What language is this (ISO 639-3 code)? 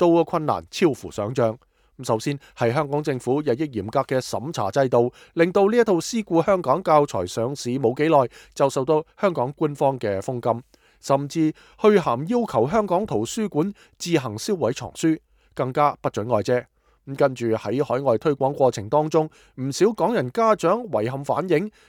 yue